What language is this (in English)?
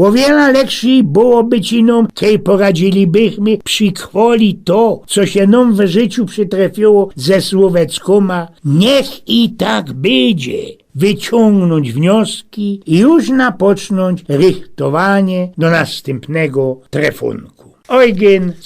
Silesian